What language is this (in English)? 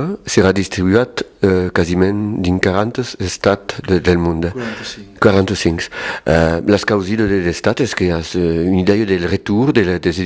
Occitan